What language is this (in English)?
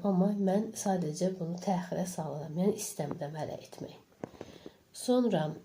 Azerbaijani